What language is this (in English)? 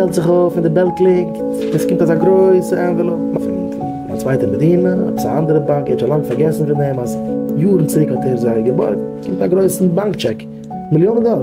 Yiddish